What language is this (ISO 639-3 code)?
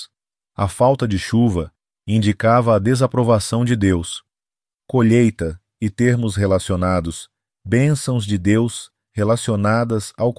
por